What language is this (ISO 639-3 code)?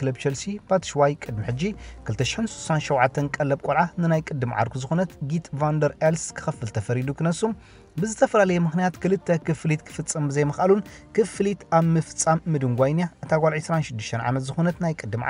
tir